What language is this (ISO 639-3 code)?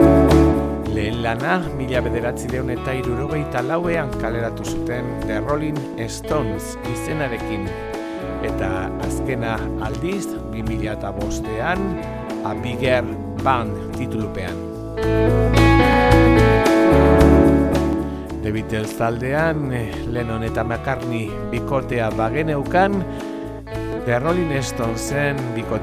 eus